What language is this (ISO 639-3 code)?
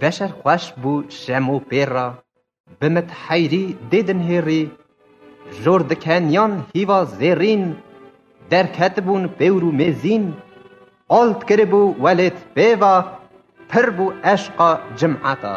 kur